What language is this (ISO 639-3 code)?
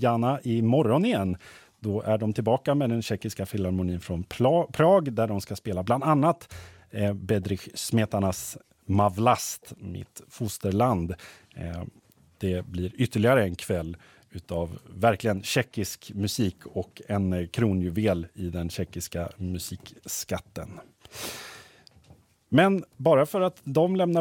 swe